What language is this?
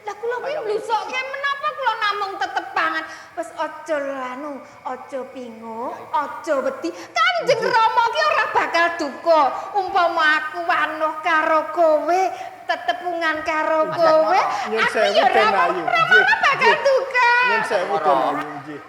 Javanese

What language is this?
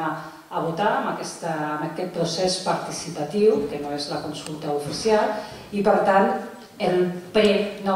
Catalan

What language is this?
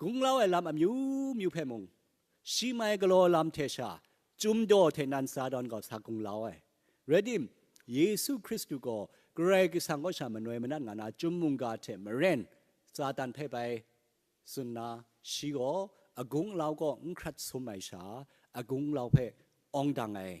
Kachin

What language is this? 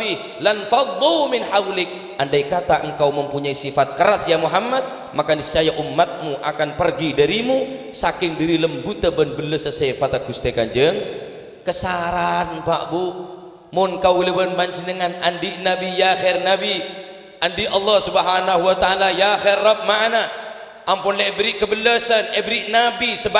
Madurese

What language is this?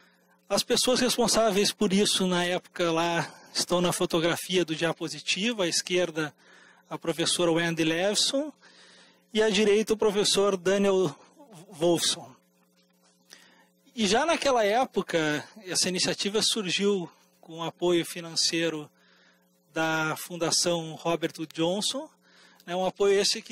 Portuguese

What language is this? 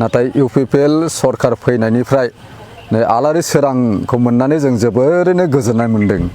Bodo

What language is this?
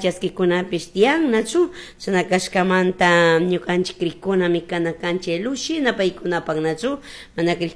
Chimborazo Highland Quichua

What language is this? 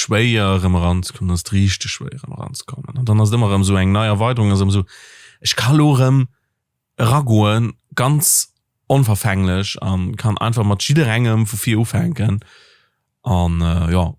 Luxembourgish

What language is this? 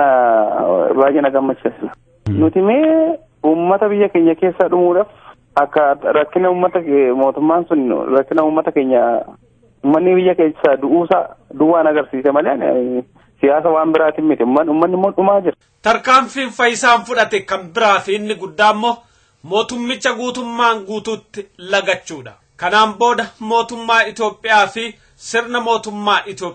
Oromo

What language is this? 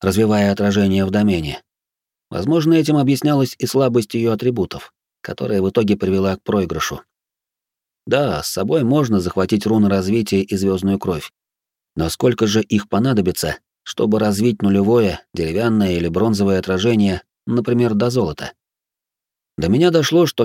Russian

